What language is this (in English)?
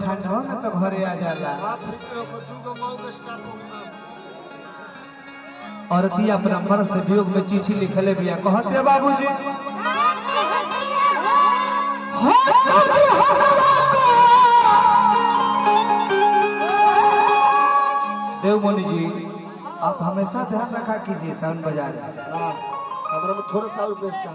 Bhojpuri